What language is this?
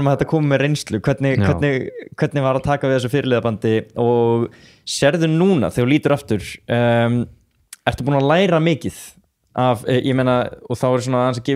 Icelandic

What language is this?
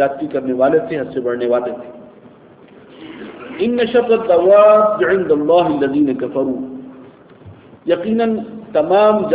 Urdu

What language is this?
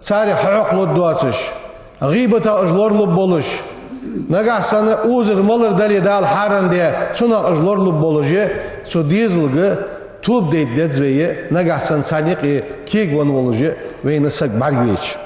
Ingush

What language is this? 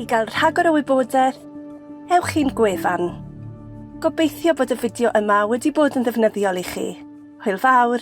Welsh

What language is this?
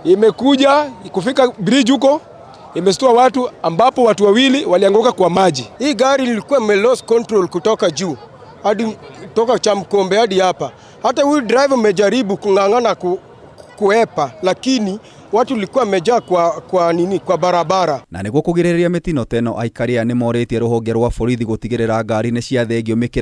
Kikuyu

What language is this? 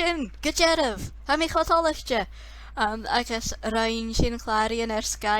Scottish Gaelic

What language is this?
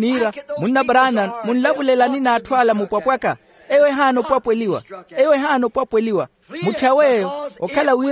Makhuwa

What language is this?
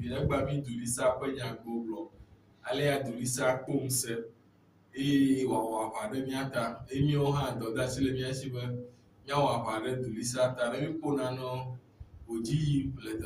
Ewe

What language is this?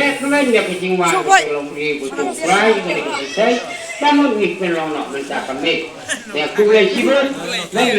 Khasi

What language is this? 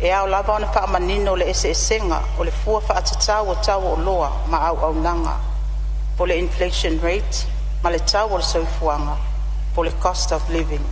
Samoan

